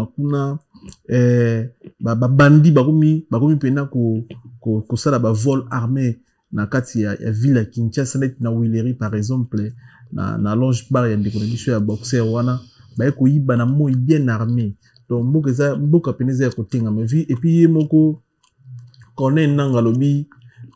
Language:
Lingala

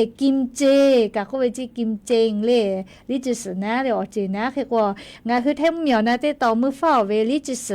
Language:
Lahu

